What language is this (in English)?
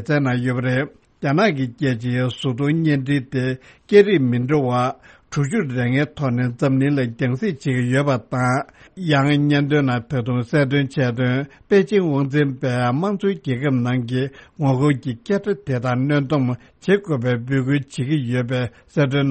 Tibetan